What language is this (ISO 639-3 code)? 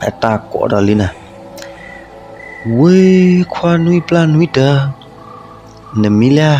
ksw